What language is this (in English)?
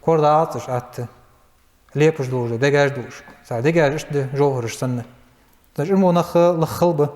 Ingush